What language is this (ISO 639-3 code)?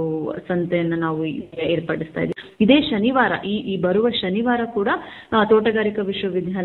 kan